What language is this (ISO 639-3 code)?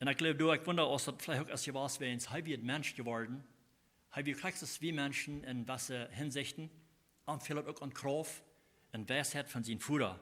pdt